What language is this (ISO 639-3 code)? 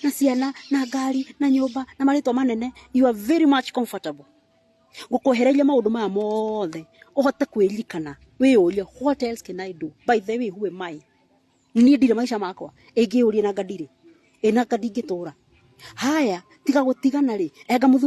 kik